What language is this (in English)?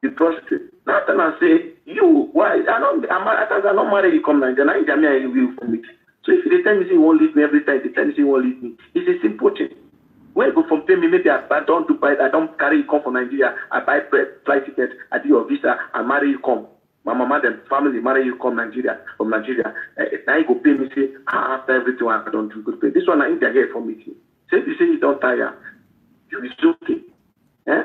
Nigerian Pidgin